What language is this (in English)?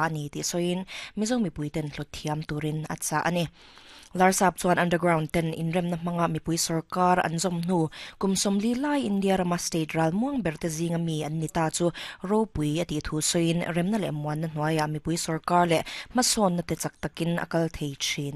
Mizo